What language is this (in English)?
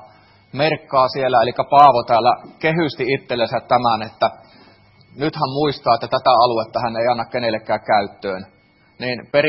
Finnish